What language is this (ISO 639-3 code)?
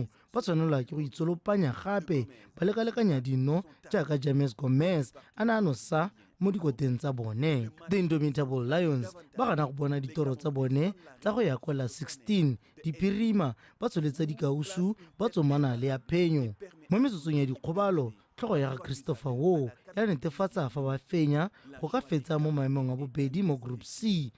tsn